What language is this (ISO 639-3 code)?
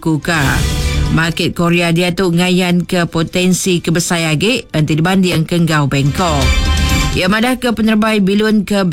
iba